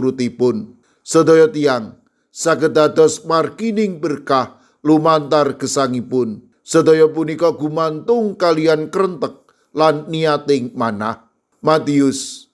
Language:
Javanese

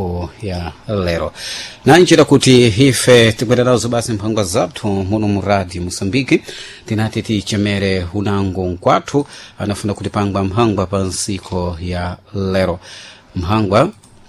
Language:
Sena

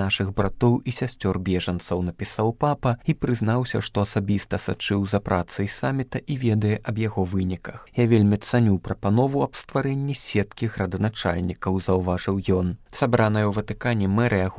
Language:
Belarusian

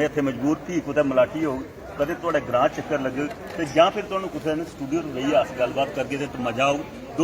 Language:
Dogri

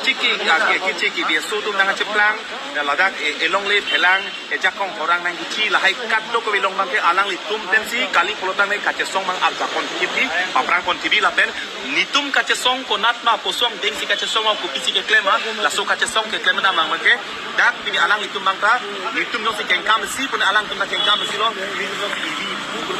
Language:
Karbi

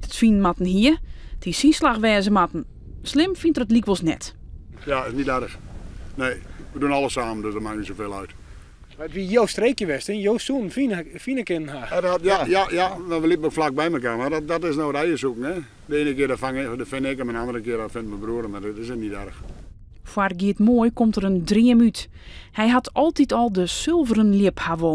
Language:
Western Frisian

